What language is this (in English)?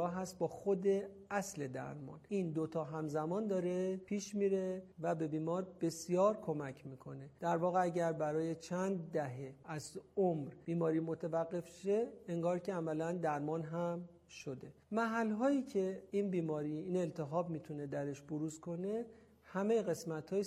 Persian